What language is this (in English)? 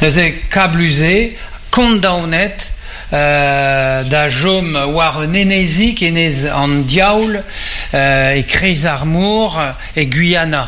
Breton